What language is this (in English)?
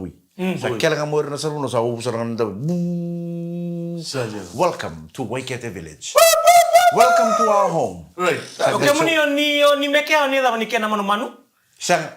Fijian